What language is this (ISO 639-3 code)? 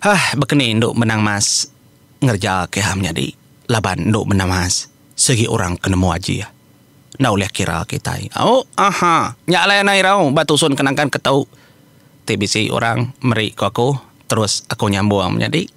iba